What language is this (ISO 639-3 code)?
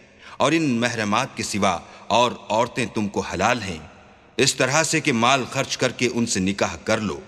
urd